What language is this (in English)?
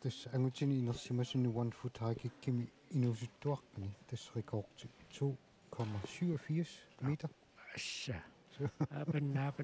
Kalaallisut